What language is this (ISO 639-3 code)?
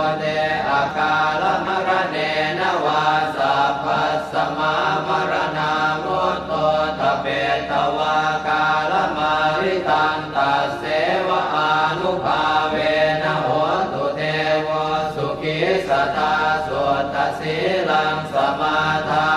pli